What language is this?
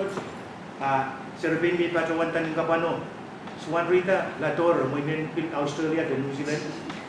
Pohnpeian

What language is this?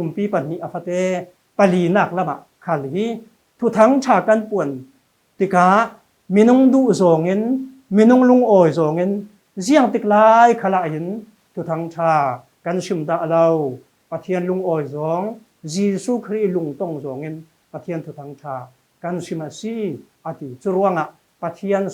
Falam Chin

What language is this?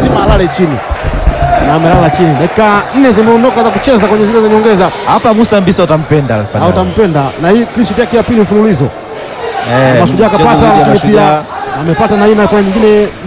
Swahili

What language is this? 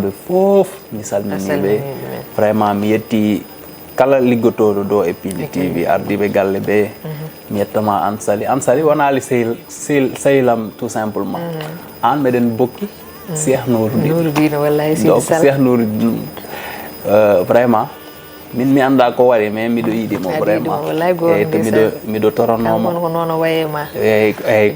Fula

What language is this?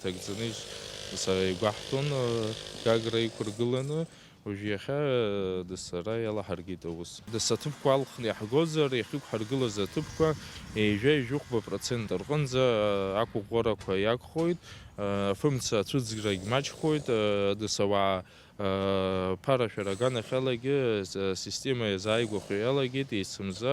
Abkhazian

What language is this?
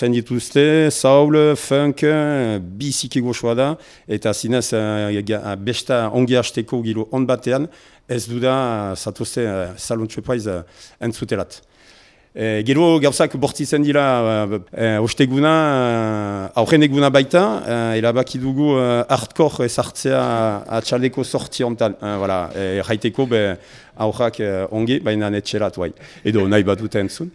Basque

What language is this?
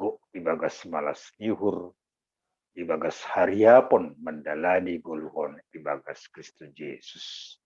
Batak Simalungun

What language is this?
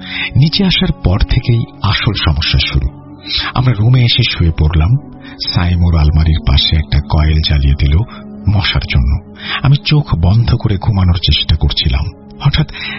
Bangla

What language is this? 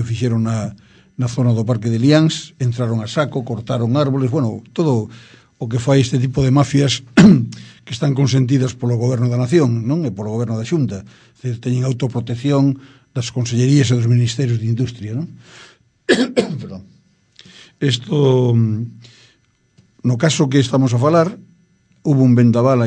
Galician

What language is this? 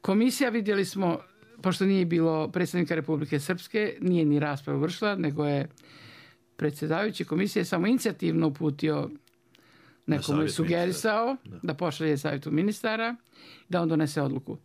Bosnian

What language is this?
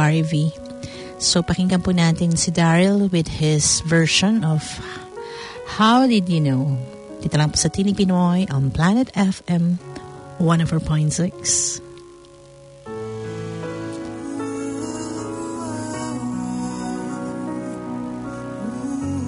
Filipino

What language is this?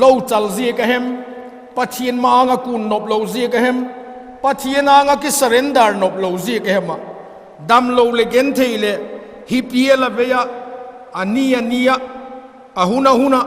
Vaiphei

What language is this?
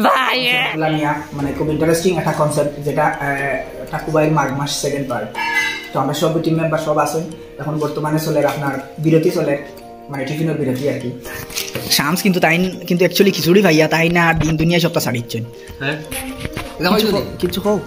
Sylheti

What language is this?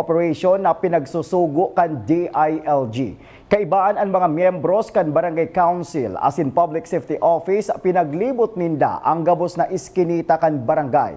Bikol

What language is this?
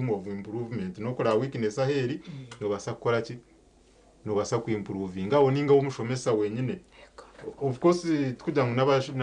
Nyankole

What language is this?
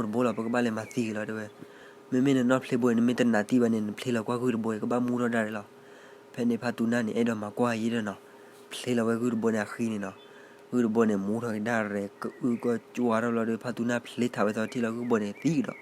S'gaw Karen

